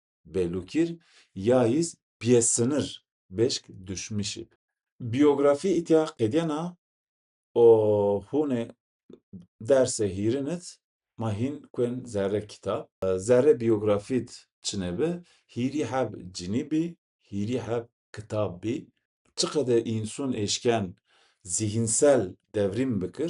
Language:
Zaza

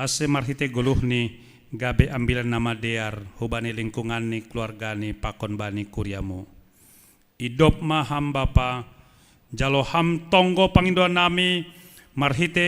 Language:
Batak Simalungun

